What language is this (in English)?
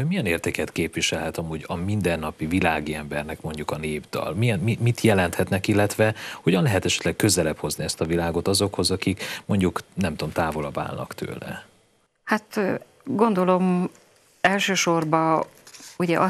Hungarian